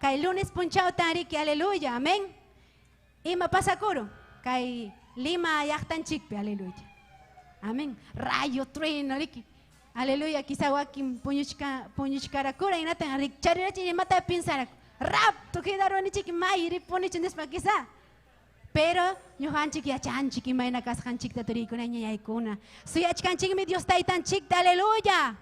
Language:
Ayacucho Quechua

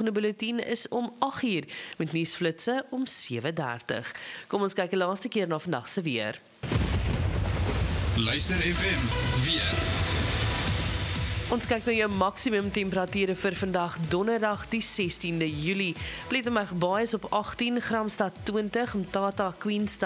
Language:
Afrikaans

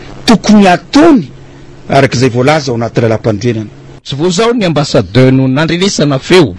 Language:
Malagasy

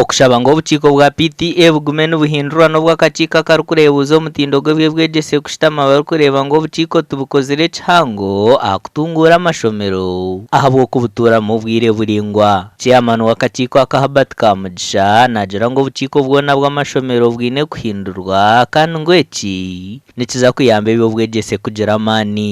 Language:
Nyankole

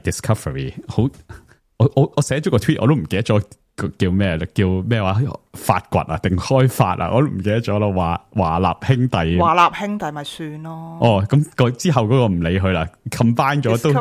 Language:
Cantonese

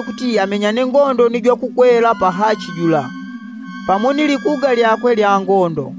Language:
Yao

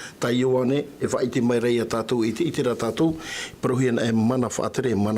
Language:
Tahitian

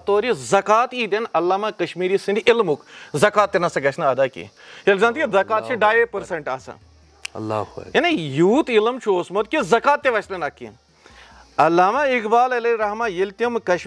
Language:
Kashmiri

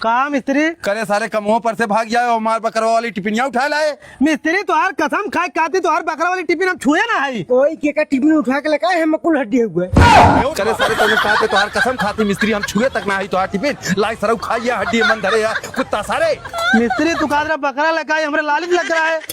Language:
Awadhi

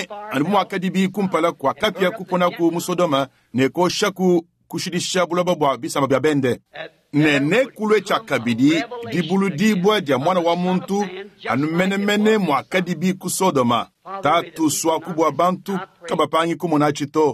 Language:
Luba-Lulua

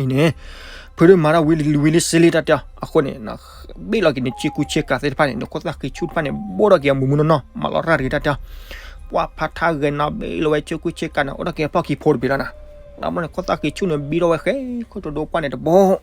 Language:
S'gaw Karen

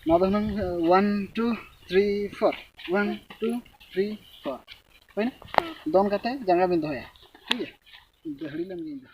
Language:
Santali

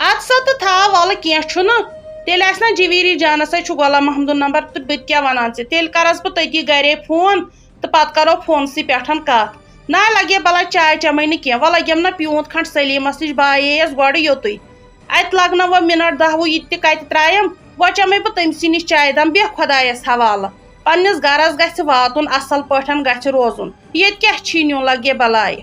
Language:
Kashmiri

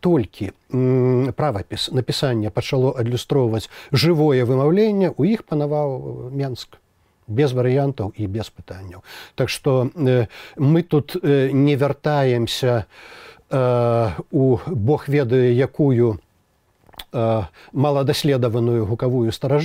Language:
Belarusian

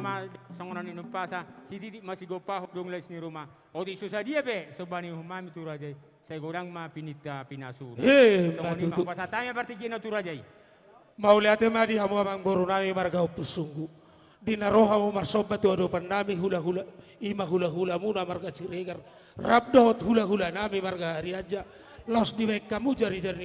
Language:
Batak Toba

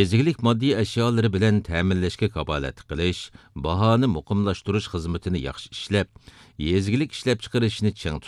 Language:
Uyghur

